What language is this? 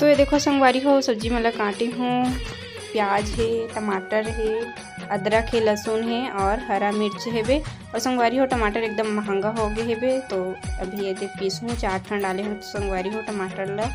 Chhattisgarhi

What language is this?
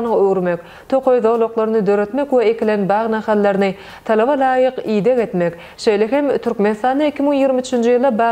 Turkmen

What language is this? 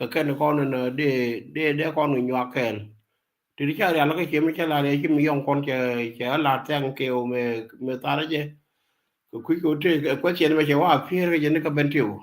Nuer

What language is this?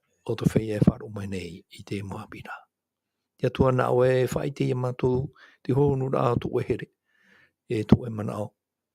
Tahitian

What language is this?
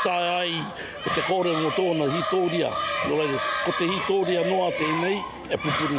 Māori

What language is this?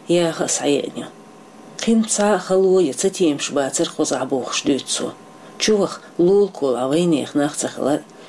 Chechen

